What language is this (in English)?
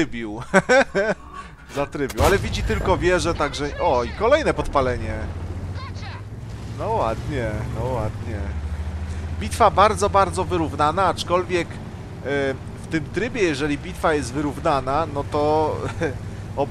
Polish